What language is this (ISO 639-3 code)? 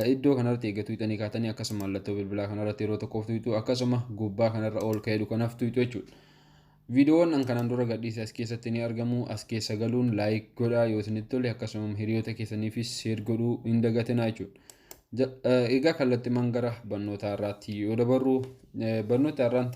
orm